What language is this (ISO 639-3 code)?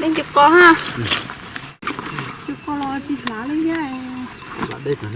hmn